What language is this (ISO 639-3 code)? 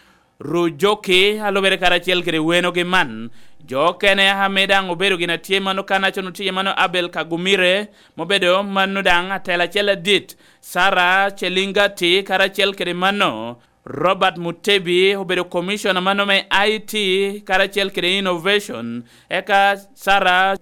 laj